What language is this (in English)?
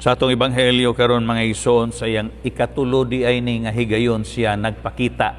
Cebuano